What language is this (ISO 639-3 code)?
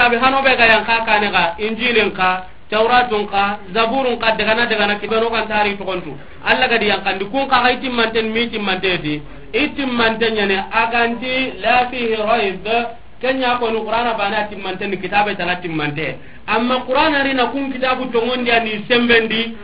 snk